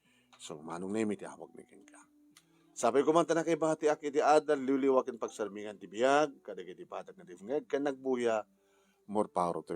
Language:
Iloko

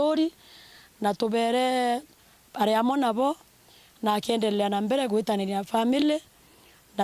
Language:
Meru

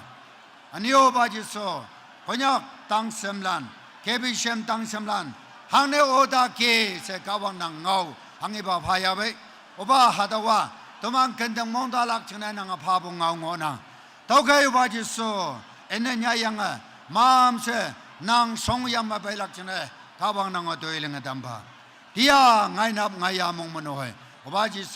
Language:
Naga Pidgin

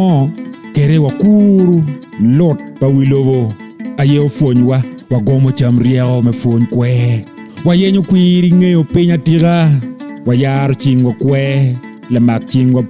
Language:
Acoli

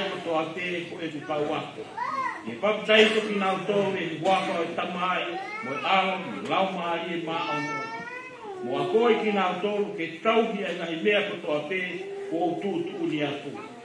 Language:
Tongan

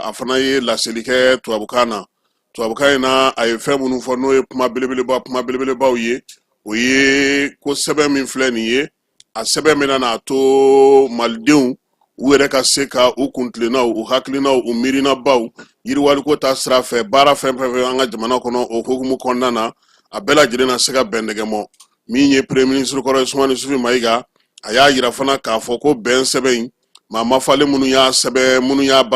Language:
Bambara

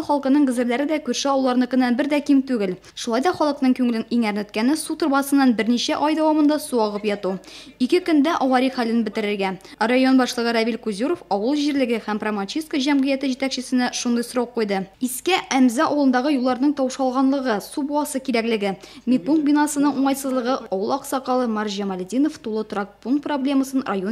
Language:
Tatar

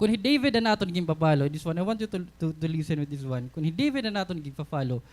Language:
Waray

